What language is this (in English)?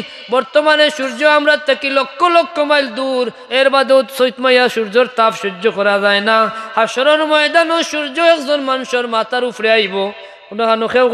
Sylheti